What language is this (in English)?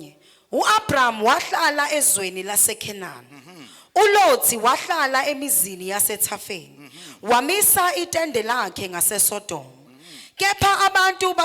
Zulu